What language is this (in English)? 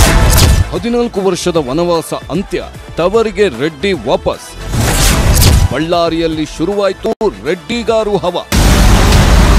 Kannada